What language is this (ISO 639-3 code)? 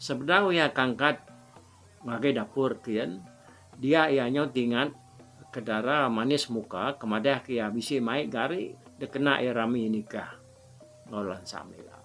iba